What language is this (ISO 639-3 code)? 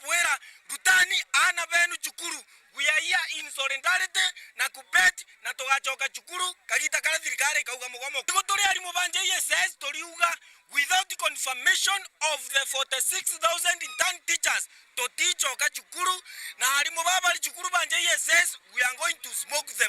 mer